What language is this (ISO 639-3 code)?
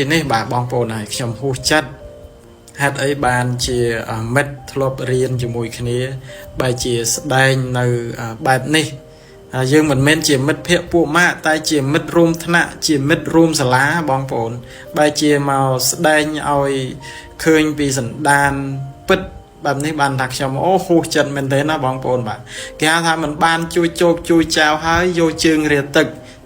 khm